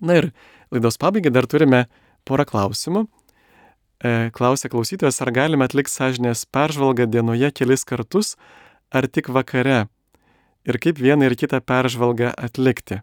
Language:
Lithuanian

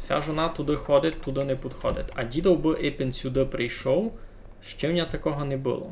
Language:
Rusyn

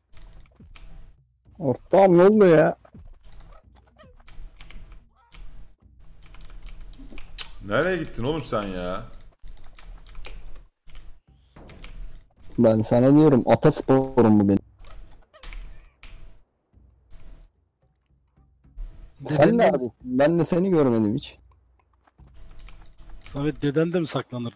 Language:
Turkish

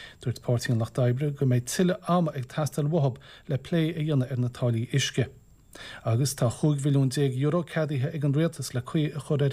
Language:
Irish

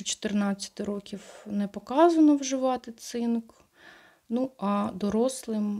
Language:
Ukrainian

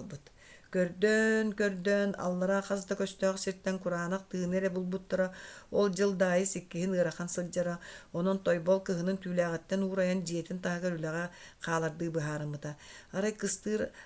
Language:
Yakut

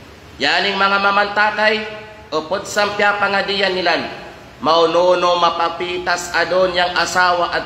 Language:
Kalagan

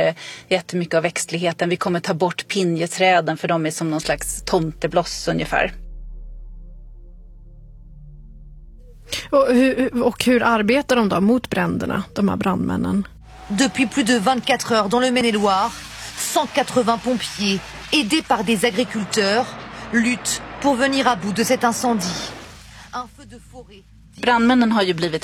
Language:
Swedish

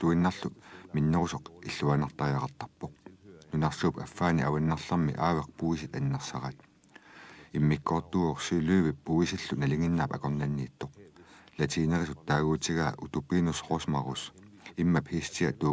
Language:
Kalaallisut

